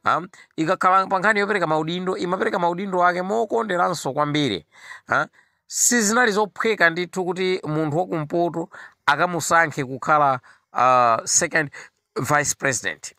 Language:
Nyanja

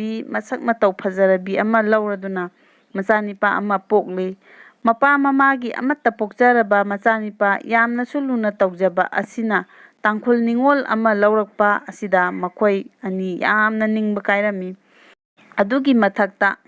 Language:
Manipuri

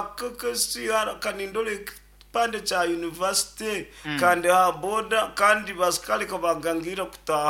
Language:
Nyankole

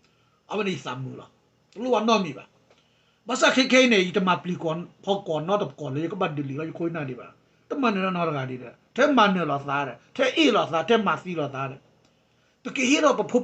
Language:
S'gaw Karen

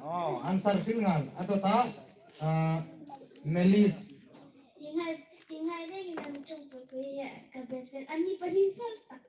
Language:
Hmar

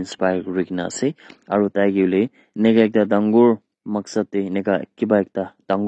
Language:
Naga Pidgin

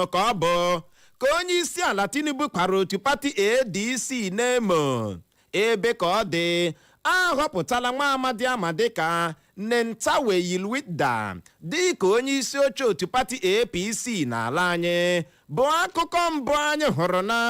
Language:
Igbo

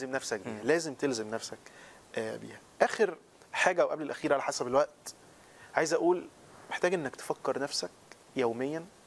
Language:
Egyptian Arabic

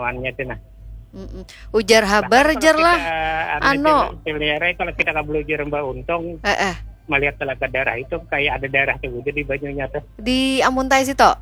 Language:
Banjar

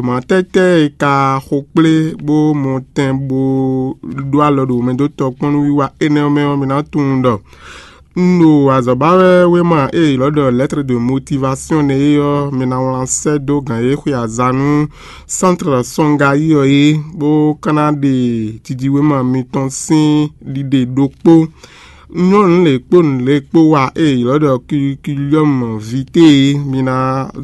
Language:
Fon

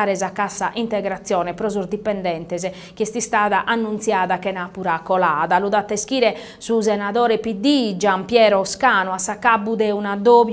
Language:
Sardinian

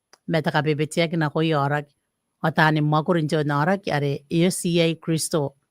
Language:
Gilbertese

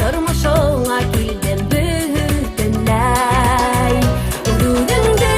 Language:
Bashkir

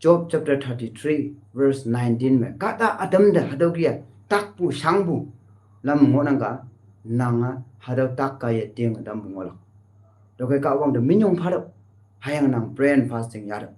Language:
Konyak Naga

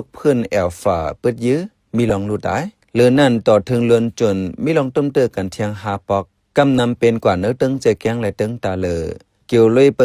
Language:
Shan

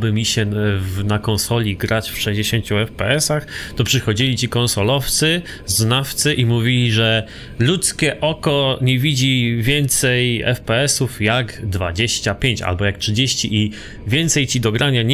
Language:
Polish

